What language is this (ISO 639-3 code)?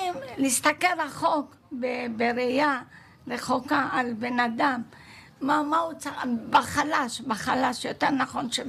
heb